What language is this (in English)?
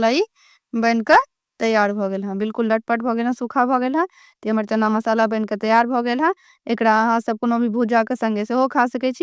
Maithili